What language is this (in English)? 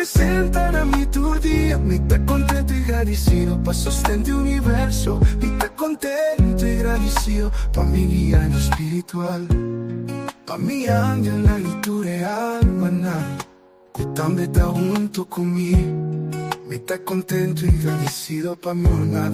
Papiamento